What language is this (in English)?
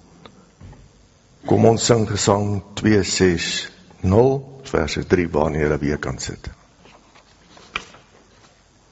Afrikaans